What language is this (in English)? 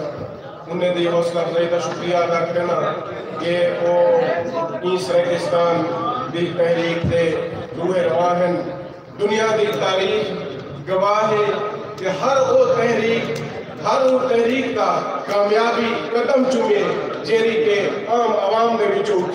Saraiki